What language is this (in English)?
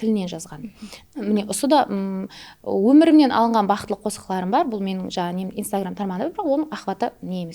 Kara-Kalpak